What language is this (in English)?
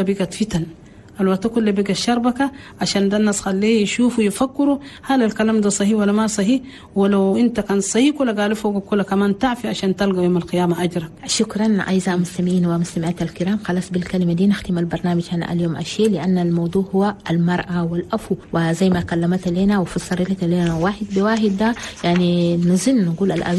Chadian Arabic